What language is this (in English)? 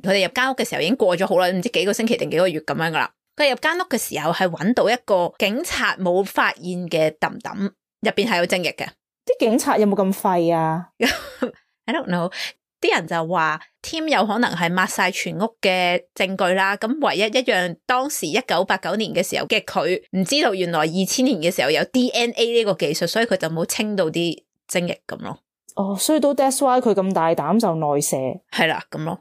Cantonese